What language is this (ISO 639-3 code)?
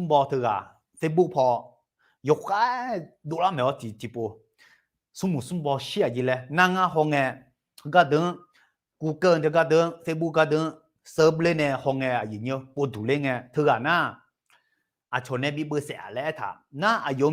ahk